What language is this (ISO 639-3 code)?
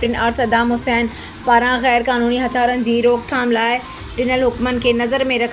snd